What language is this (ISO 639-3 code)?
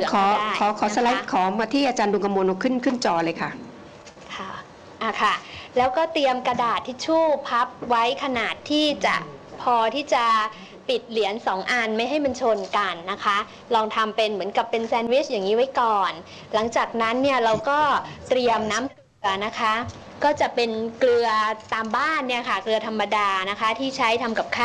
tha